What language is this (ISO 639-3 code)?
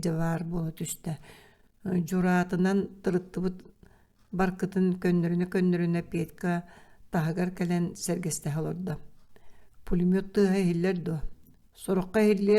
sah